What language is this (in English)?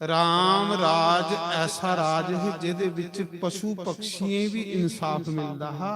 Dogri